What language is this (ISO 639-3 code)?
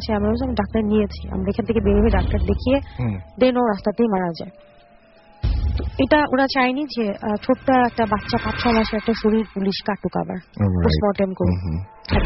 ben